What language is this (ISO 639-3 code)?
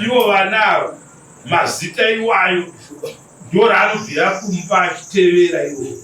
sna